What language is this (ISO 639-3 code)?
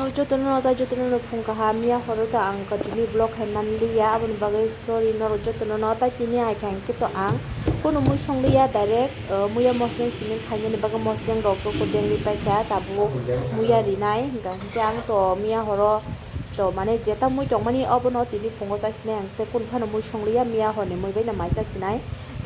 trp